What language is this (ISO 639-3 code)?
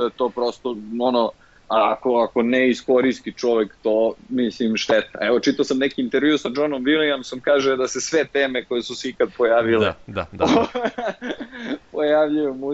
srp